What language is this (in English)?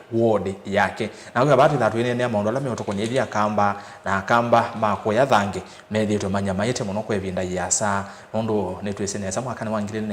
Kamba